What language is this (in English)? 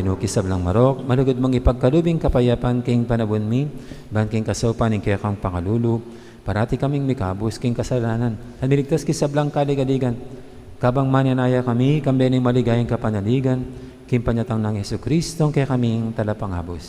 Pampanga